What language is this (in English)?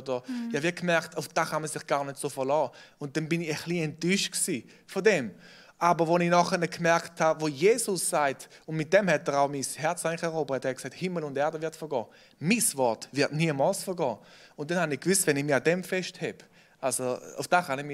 Swiss German